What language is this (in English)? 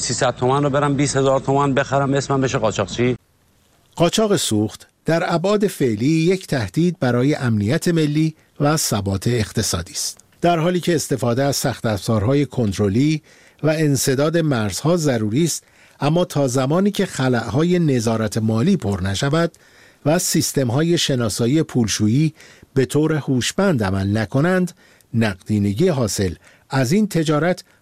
Persian